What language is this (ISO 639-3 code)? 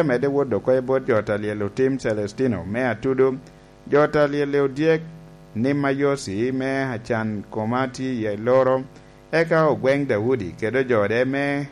laj